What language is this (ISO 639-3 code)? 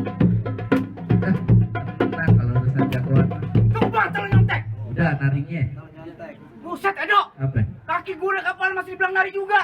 bew